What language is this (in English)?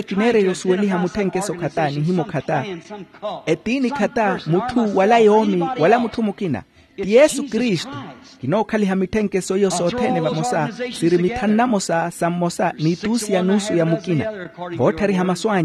Makhuwa